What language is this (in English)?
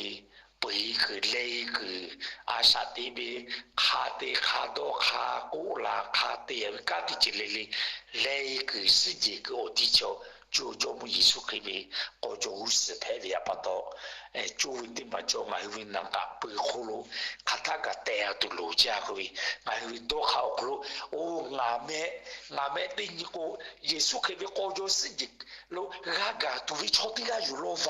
Lahu